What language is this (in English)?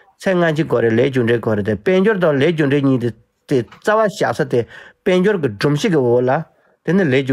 Tibetan